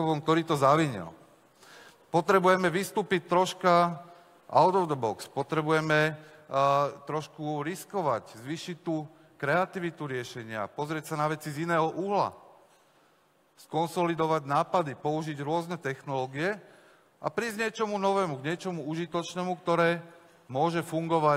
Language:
Slovak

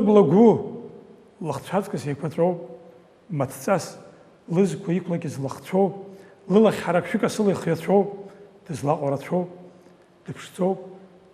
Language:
Abkhazian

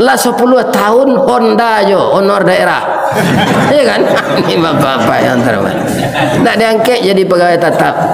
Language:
Minangkabau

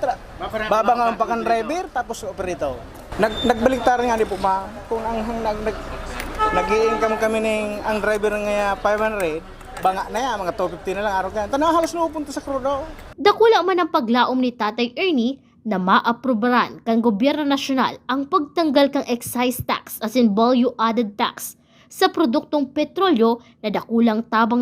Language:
Bikol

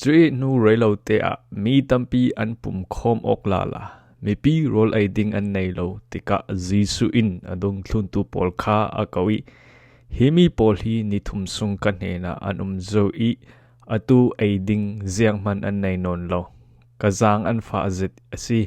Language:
Falam Chin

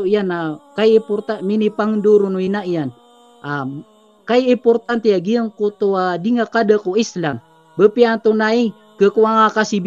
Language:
Maranao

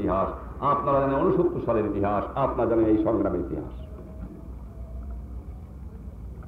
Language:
Bangla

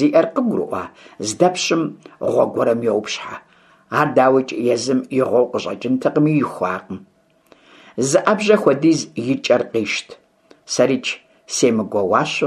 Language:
Kabardian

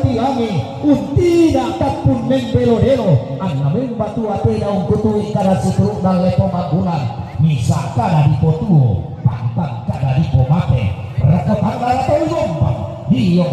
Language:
Toraja-Sa'dan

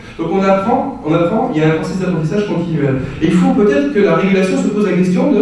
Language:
French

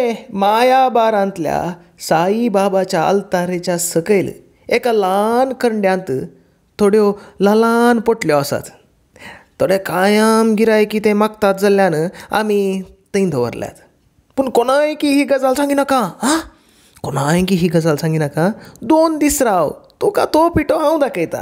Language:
Konkani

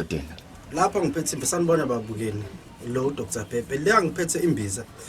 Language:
Zulu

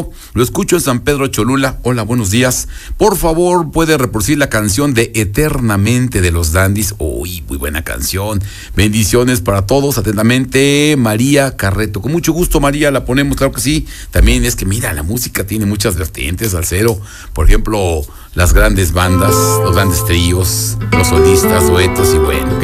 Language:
Spanish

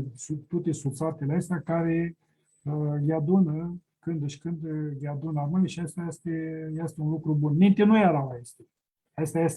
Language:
Aromanian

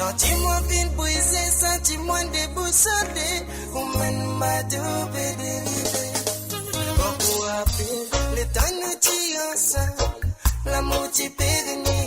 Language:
Morisyen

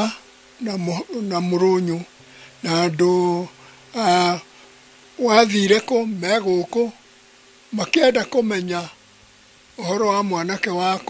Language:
Kikuyu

